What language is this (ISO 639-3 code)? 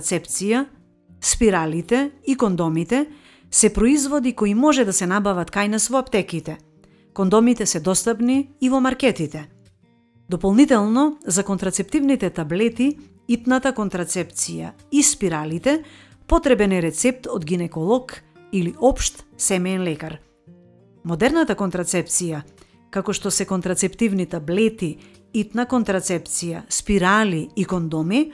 mkd